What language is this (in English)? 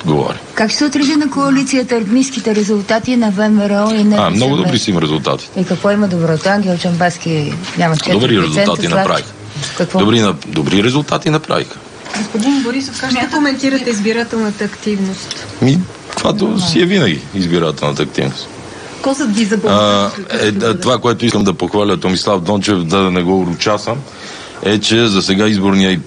Bulgarian